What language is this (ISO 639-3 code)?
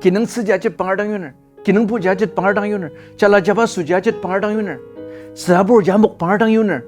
njo